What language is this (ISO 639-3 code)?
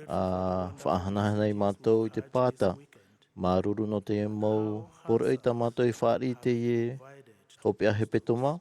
tah